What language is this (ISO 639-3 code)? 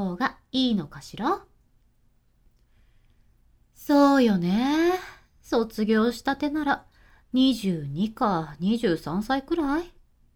jpn